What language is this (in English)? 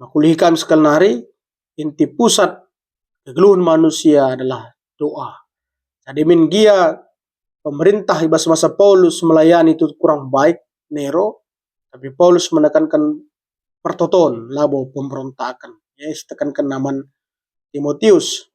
Batak Karo